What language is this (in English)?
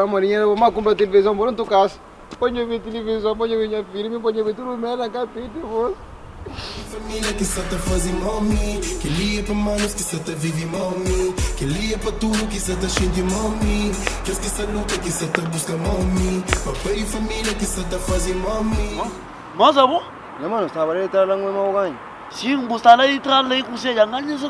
Kabuverdianu